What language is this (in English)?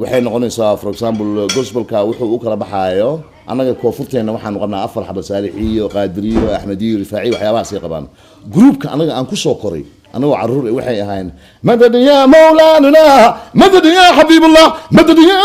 Somali